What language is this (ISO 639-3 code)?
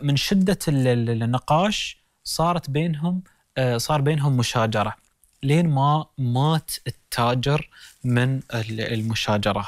afb